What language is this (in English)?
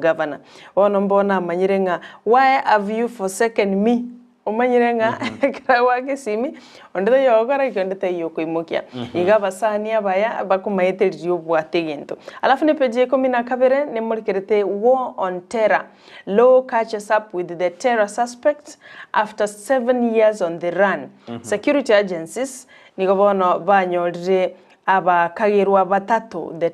Gusii